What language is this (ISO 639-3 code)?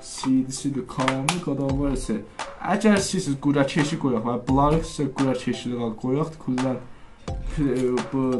azb